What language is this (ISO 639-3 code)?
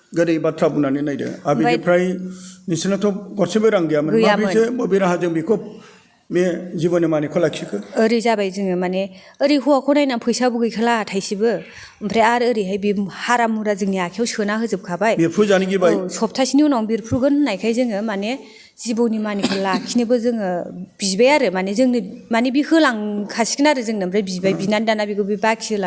brx